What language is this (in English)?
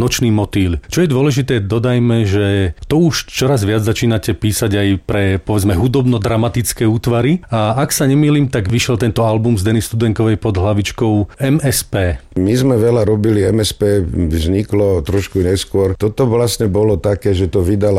Slovak